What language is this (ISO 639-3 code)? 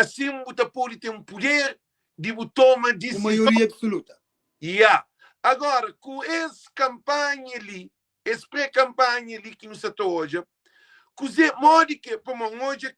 kea